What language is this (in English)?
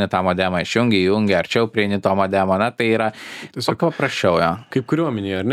Lithuanian